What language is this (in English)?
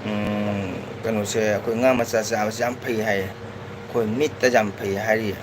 Manipuri